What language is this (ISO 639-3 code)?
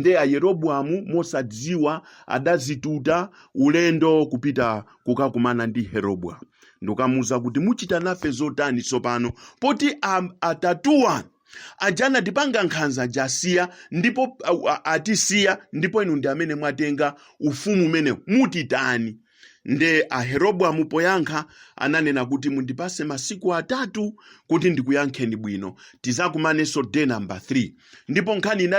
nya